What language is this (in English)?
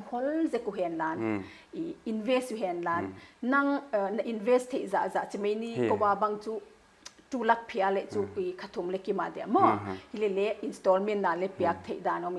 Paite Chin